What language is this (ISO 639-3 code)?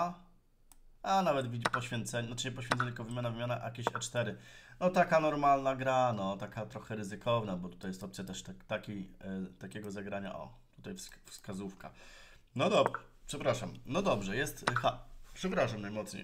pol